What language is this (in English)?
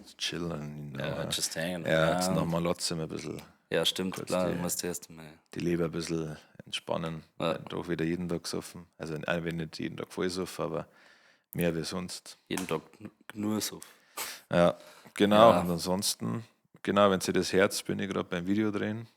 Bavarian